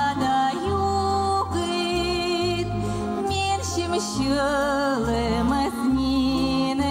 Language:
Komi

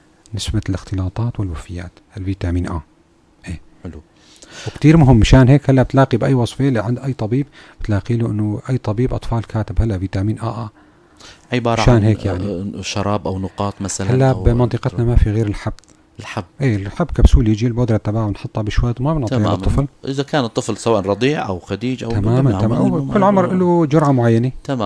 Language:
North Levantine Arabic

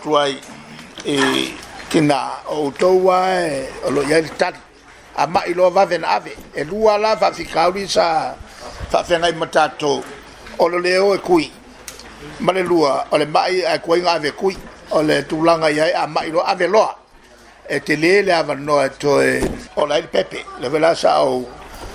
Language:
Samoan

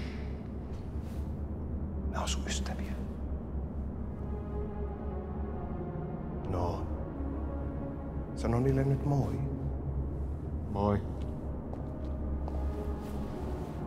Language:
Finnish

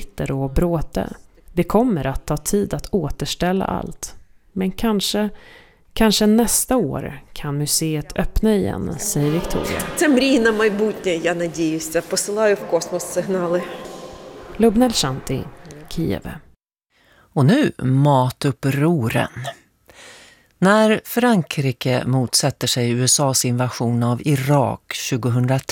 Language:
Swedish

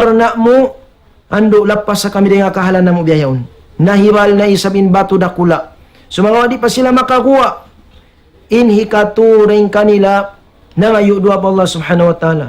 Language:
Tausug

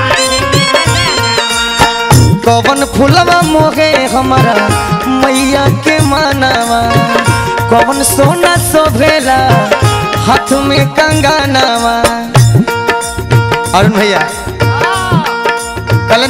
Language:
Bhojpuri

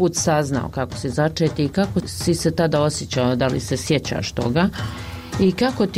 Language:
Bosnian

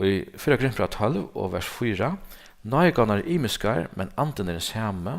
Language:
Faroese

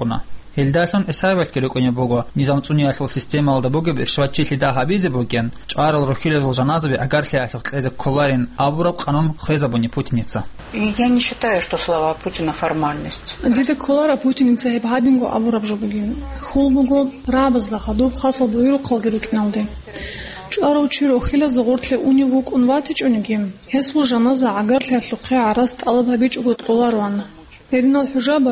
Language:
Avaric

